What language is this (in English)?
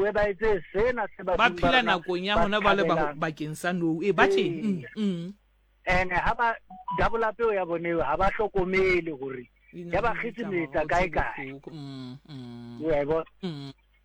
Southern Sotho